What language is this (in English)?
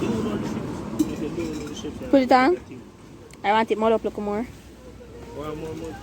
Jamaican Creole English